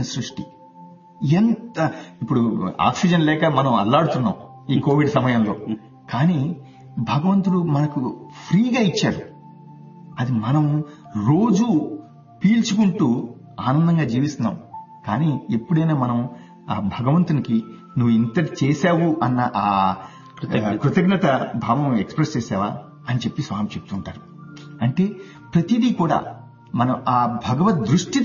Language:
Telugu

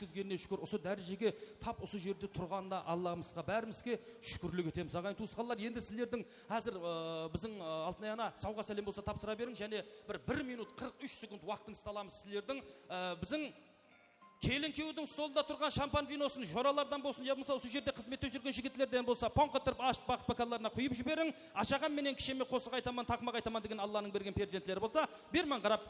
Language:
Kara-Kalpak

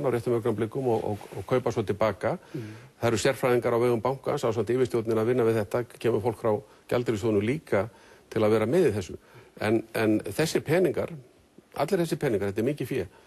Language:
Icelandic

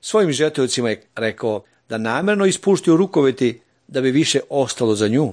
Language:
Serbian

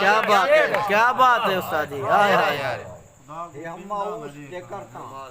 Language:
Saraiki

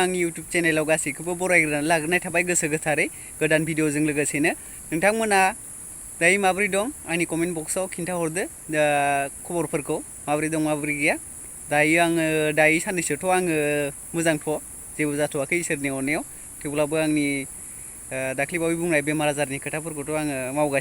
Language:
Bodo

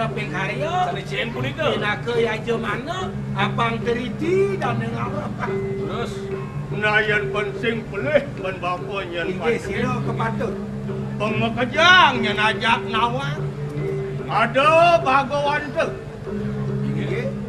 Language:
Balinese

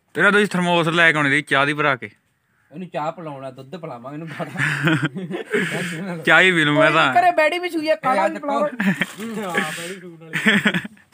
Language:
Punjabi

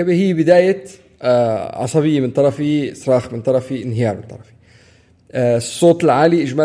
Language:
North Levantine Arabic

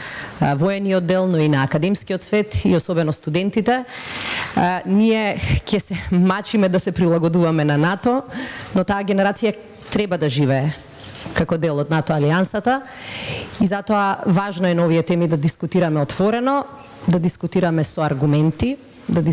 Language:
Macedonian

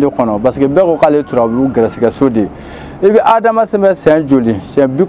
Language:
Bambara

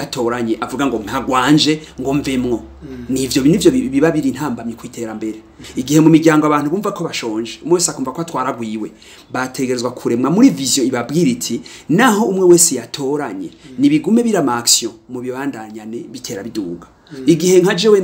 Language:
Rundi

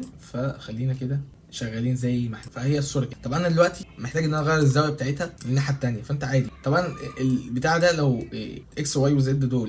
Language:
Egyptian Arabic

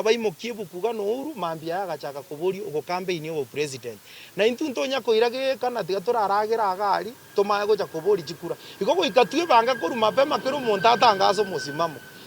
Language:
Gusii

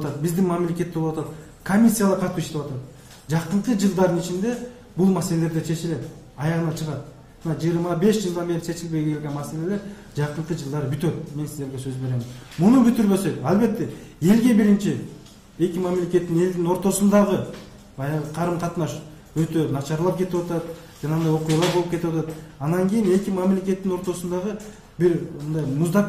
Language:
Kyrgyz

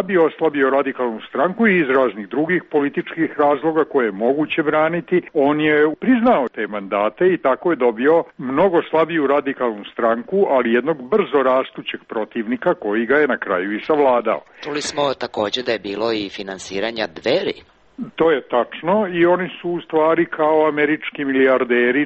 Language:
Serbian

